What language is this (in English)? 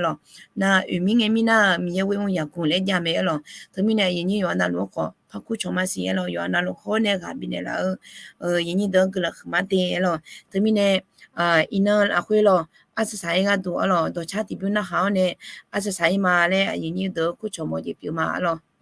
Akha